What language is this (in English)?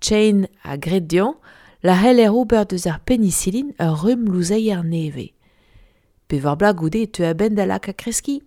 Breton